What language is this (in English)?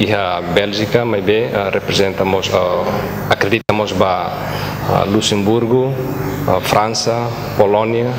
Tetum